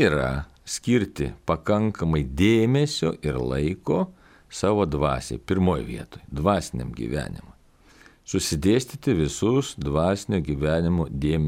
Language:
Lithuanian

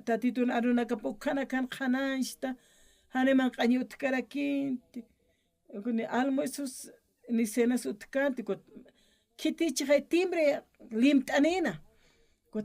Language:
Aymara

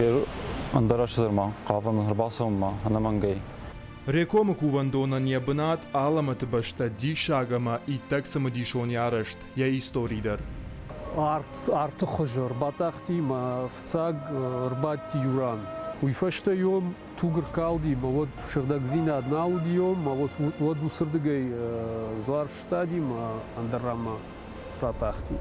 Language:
Ossetic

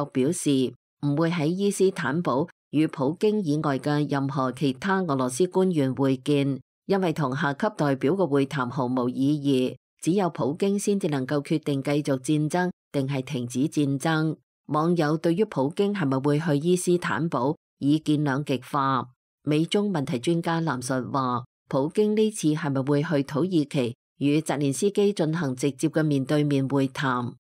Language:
Cantonese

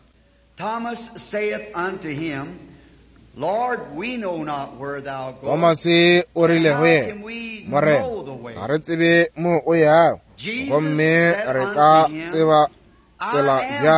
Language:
Northern Sotho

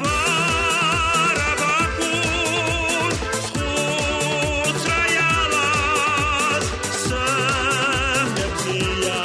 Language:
Abkhazian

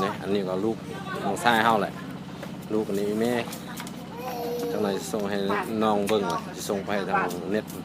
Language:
Lao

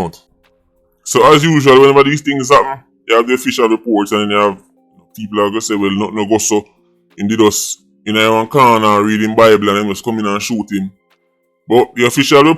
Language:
Jamaican Creole English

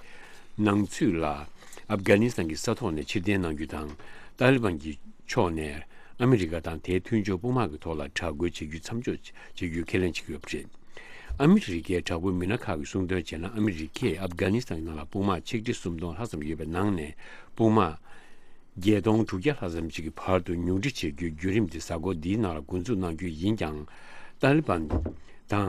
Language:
Tibetan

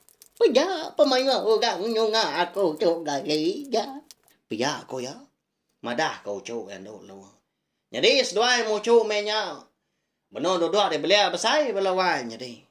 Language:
Iban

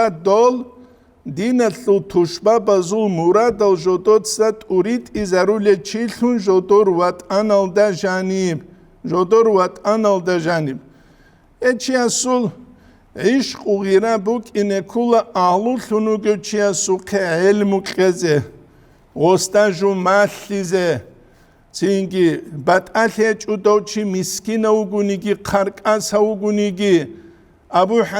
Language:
Avaric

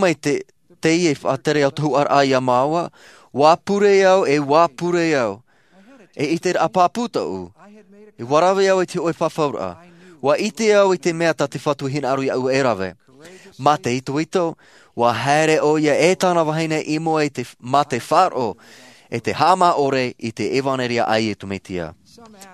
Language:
Tahitian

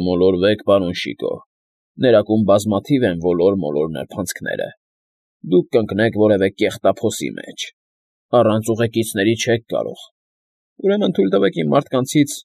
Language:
Armenian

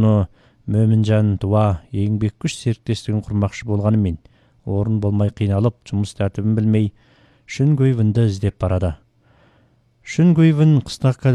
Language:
Kazakh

